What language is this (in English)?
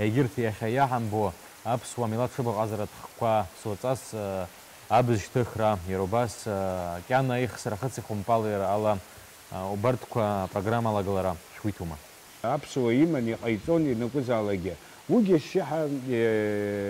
Abkhazian